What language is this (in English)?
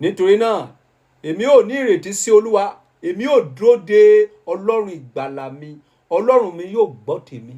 Yoruba